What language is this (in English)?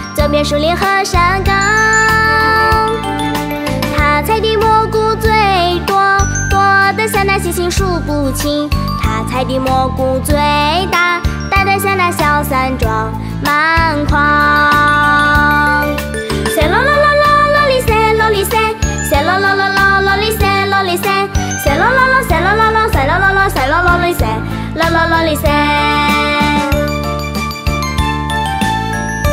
Chinese